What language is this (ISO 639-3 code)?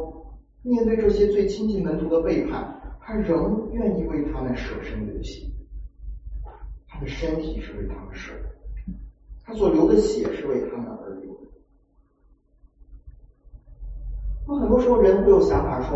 zho